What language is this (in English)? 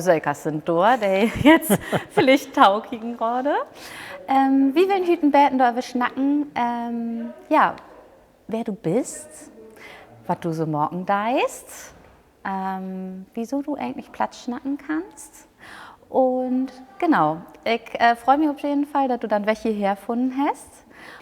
Low German